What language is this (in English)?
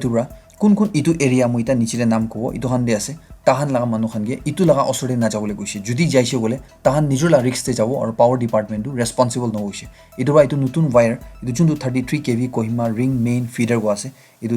Naga Pidgin